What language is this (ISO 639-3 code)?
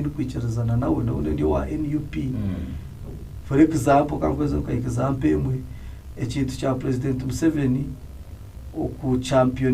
nyn